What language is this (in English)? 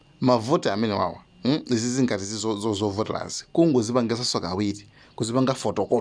Nyanja